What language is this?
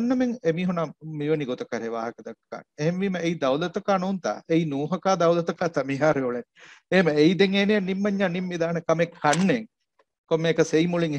Divehi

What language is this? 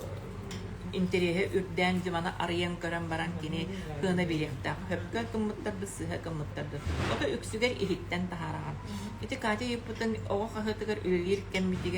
Yakut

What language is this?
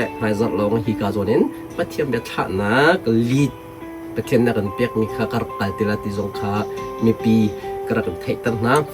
Hakha Chin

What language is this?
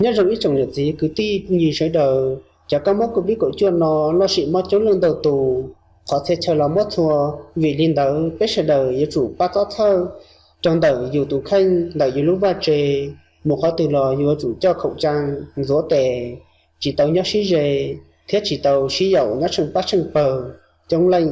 Hmong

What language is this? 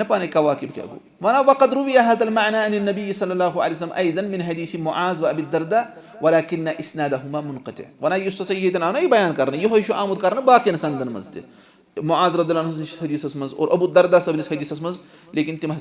Kashmiri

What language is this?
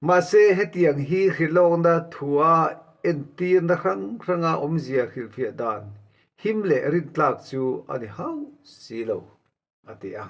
Mizo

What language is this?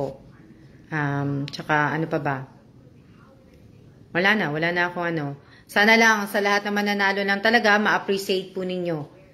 Filipino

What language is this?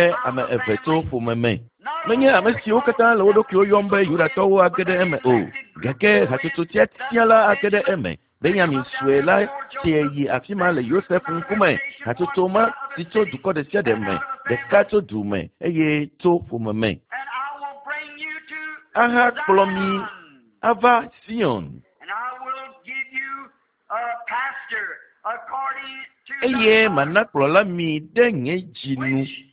Ewe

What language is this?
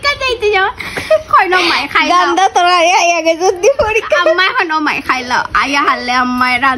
Sylheti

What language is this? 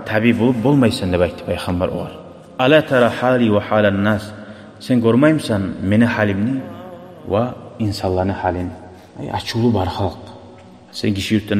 Kumyk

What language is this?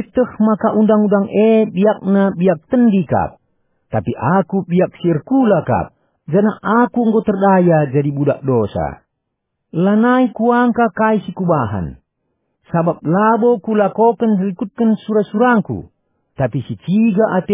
Batak Karo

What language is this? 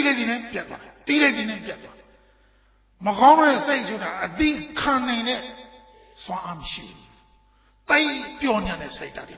Burmese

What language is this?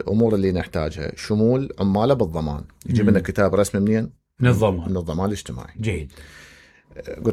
Mesopotamian Arabic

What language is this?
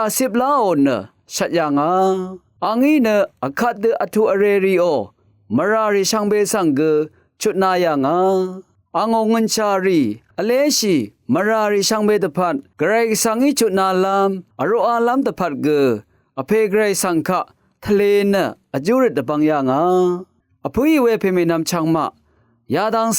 Rawang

